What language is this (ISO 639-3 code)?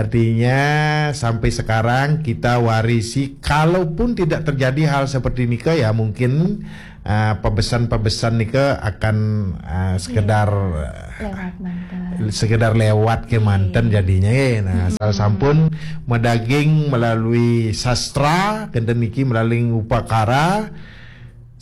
ban